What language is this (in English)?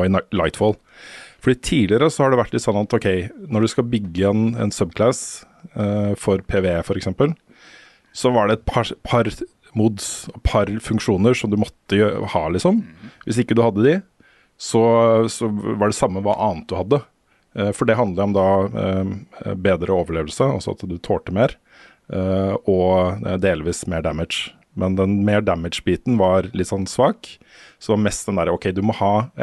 Norwegian